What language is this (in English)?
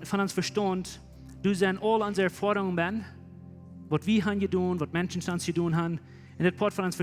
Plautdietsch